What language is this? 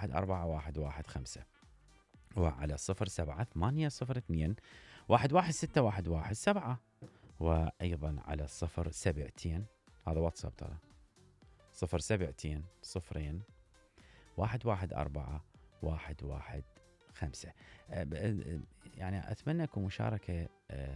Mesopotamian Arabic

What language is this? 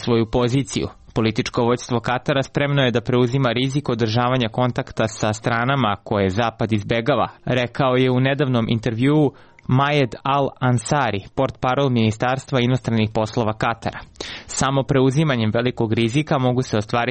Serbian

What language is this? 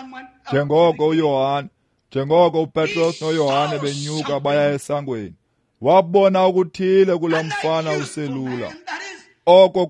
Xhosa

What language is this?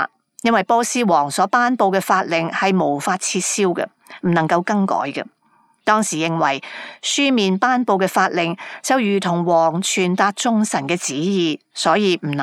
Cantonese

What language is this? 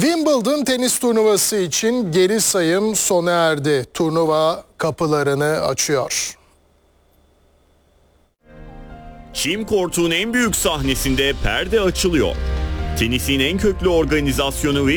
Turkish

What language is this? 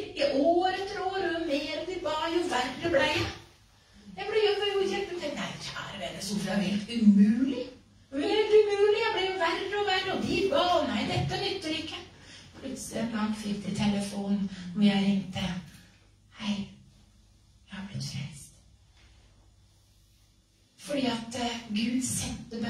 Norwegian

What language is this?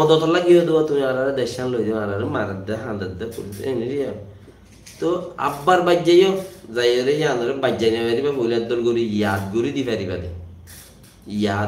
Rohingya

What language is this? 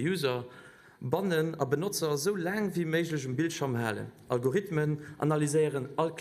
Luxembourgish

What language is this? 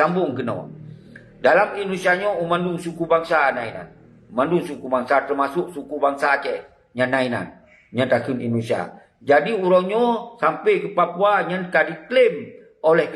Achinese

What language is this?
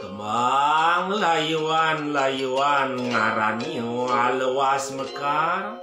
Balinese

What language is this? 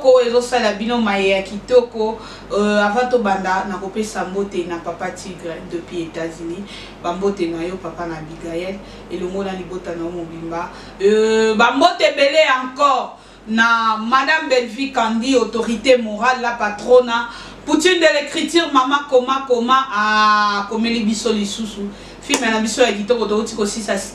Lingala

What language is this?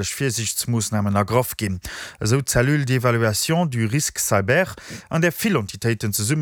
Luxembourgish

